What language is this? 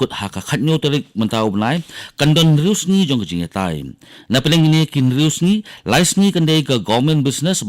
Khasi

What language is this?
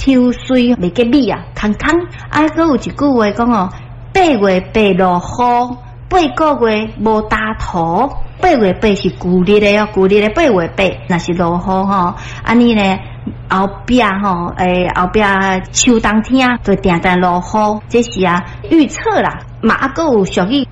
Min Nan Chinese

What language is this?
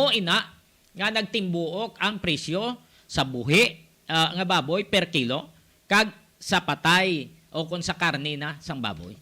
Hiligaynon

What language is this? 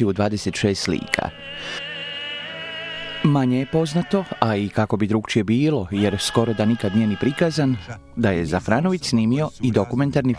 Croatian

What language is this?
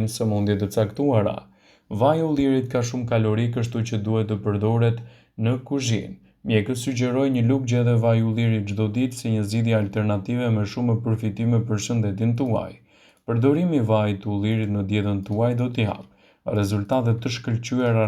Albanian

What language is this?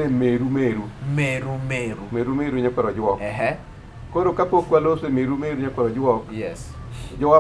Luo (Kenya and Tanzania)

